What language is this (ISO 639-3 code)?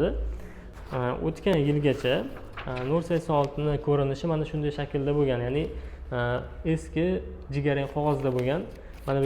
uzb